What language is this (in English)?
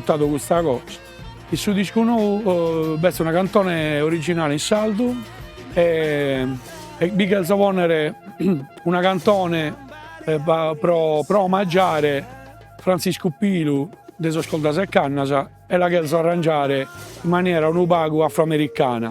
Sardinian